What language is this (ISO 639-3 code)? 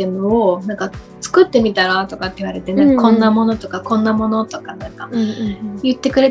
jpn